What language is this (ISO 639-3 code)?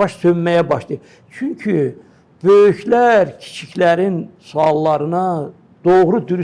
aze